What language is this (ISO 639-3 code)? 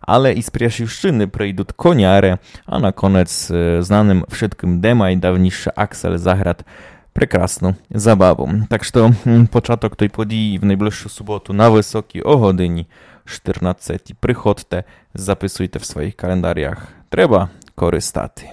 rue